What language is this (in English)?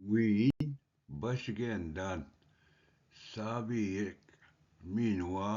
Ojibwa